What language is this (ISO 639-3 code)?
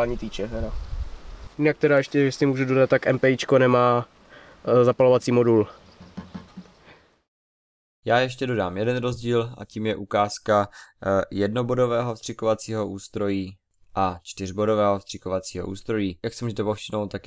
ces